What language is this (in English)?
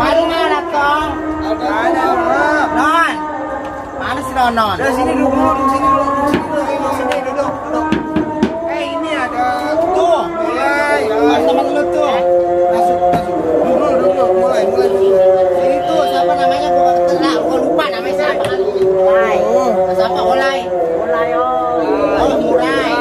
Betawi